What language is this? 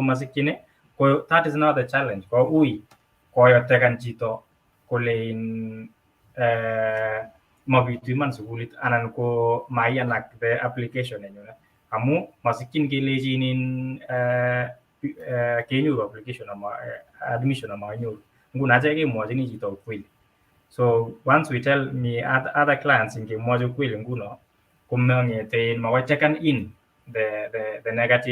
Kalenjin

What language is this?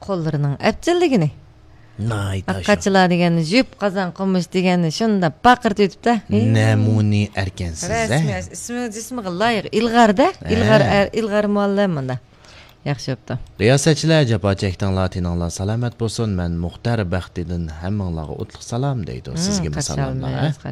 Uyghur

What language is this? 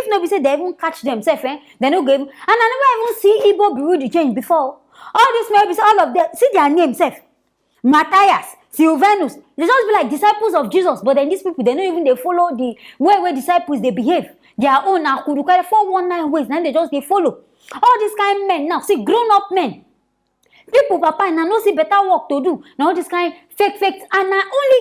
Nigerian Pidgin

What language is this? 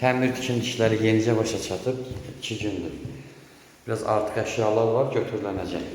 Azerbaijani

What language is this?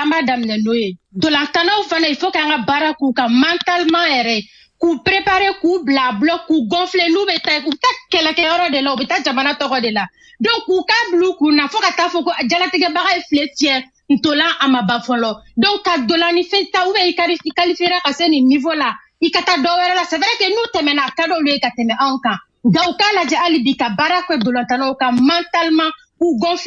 Bambara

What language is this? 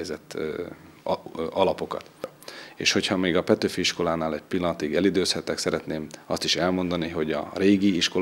Hungarian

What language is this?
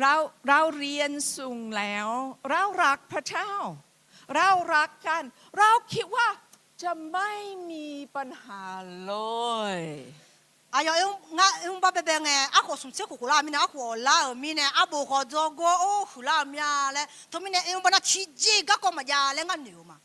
Akha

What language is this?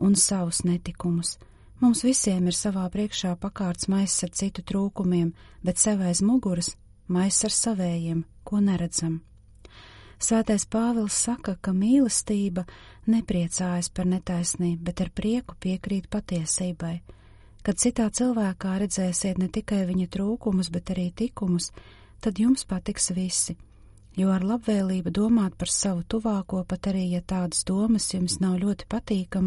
Latvian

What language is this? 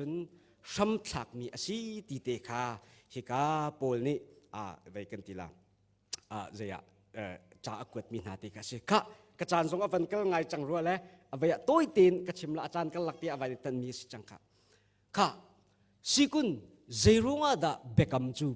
Hakha Chin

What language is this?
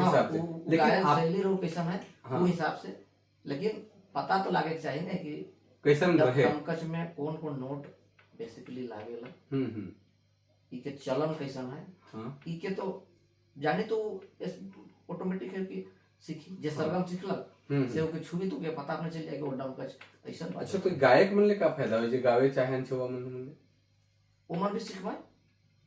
Sadri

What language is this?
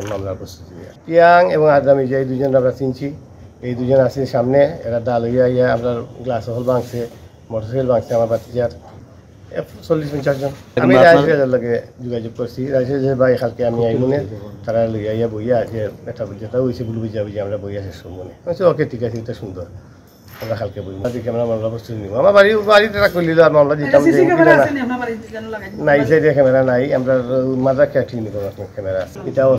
Sylheti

